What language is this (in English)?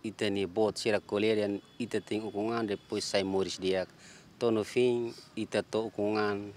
Tetum